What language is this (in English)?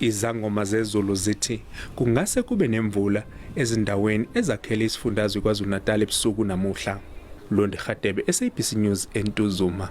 Zulu